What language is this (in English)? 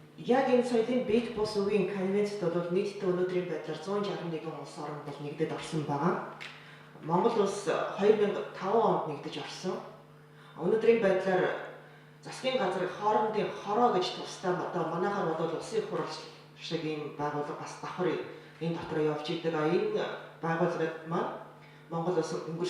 Mongolian